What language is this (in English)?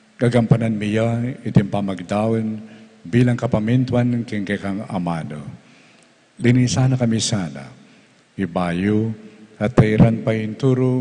Pampanga